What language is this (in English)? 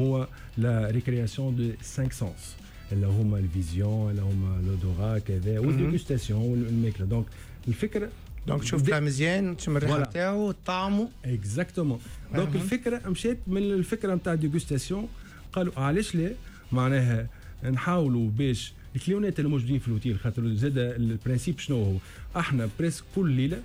Tunisian Arabic